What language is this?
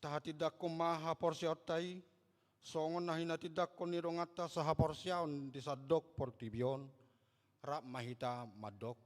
Batak Toba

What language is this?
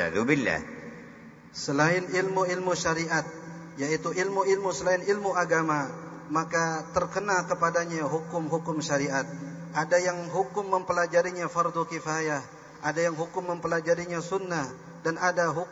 Indonesian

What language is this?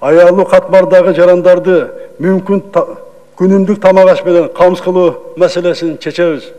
Kyrgyz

